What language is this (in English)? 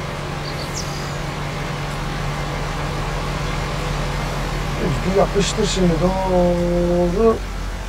Turkish